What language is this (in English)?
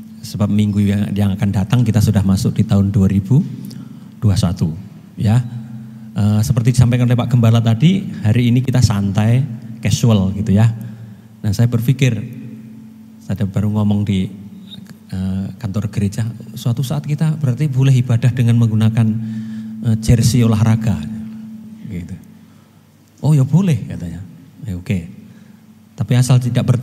Indonesian